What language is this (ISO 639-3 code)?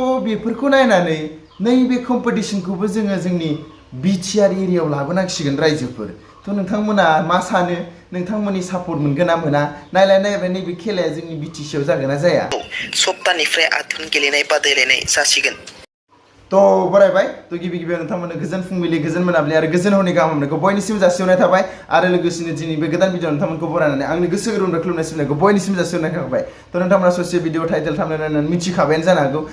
brx